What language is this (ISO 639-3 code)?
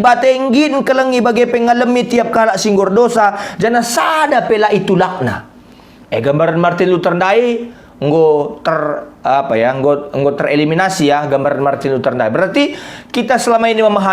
btx